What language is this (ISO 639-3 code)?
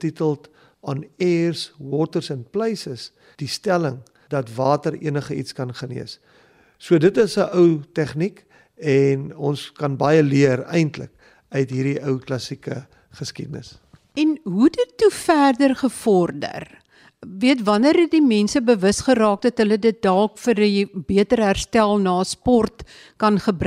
afr